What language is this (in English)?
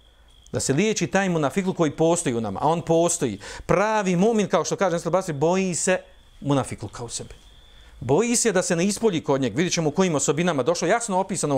Bosnian